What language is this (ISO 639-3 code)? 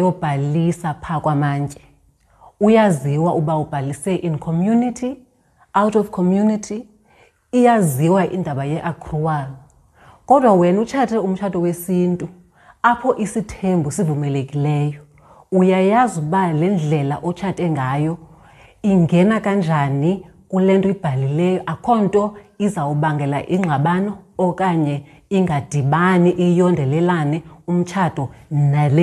xho